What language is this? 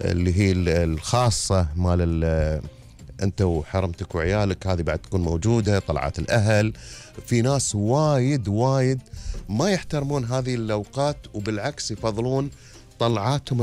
Gulf Arabic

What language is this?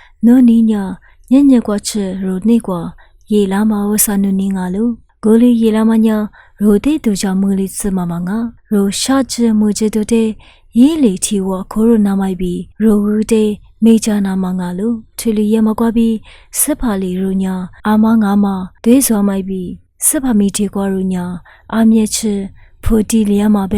Lisu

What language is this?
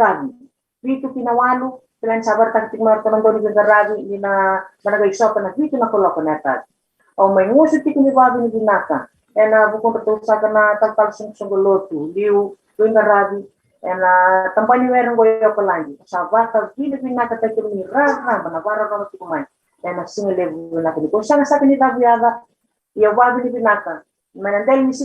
Fijian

